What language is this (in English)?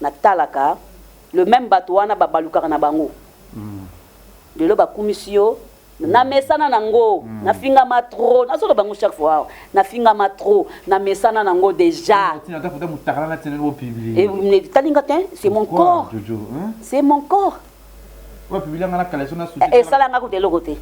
Lingala